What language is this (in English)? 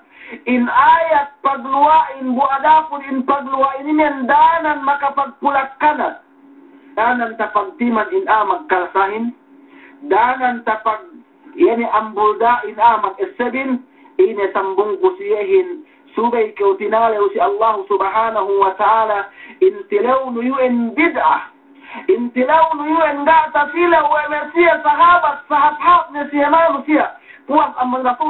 Yakan